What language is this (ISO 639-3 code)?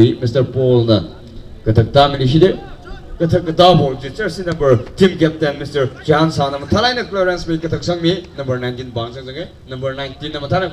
nmf